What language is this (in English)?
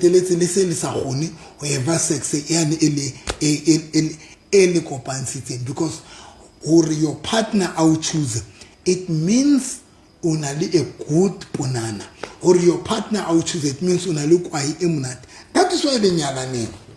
Southern Sotho